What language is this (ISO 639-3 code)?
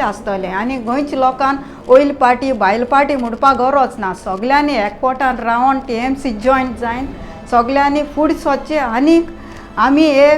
kok